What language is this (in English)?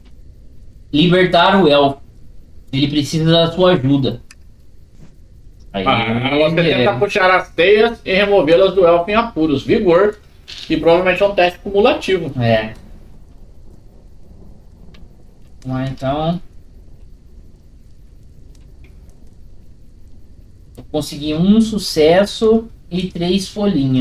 Portuguese